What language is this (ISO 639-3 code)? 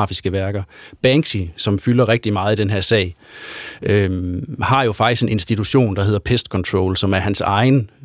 dan